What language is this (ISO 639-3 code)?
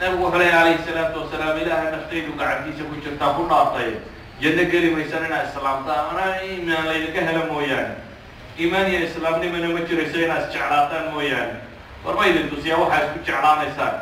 som